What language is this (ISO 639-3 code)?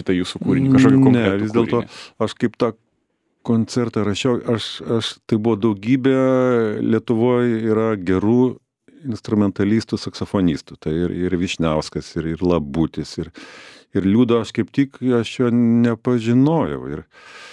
lit